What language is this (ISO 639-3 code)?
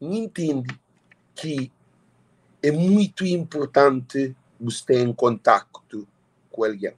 kea